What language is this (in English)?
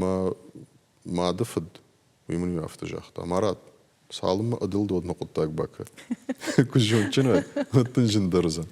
Ossetic